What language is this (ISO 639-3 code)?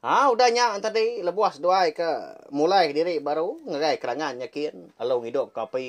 iba